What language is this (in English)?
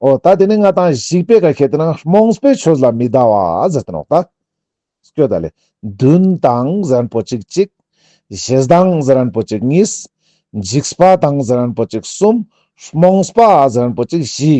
Ladakhi